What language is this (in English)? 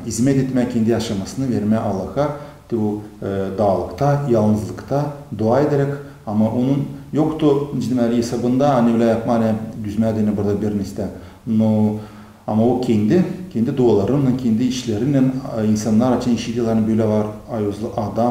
Gagauz